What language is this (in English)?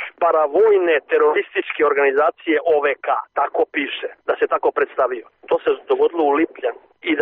Serbian